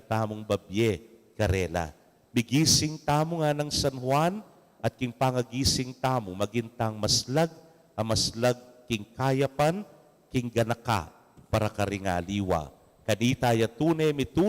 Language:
Pampanga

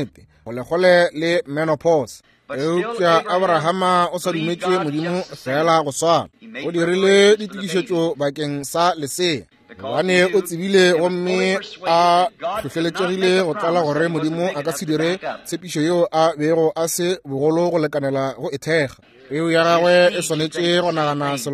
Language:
Northern Sotho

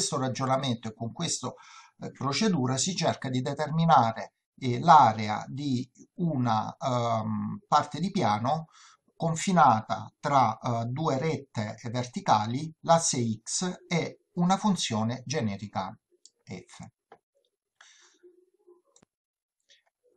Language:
Italian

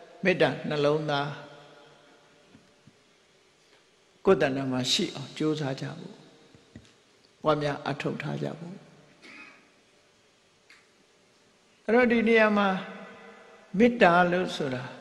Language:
Burmese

